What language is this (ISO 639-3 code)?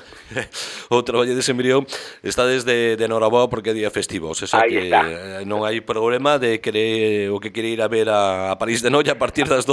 glg